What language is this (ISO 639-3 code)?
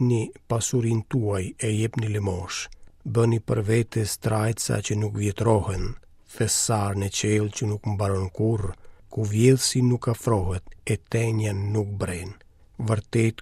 sqi